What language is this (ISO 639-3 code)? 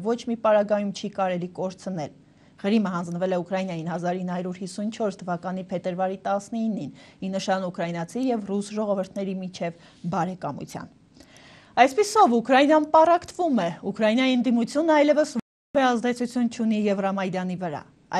hye